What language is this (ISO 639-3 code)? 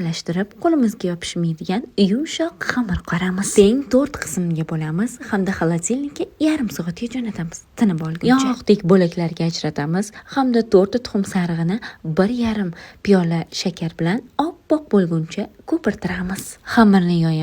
uzb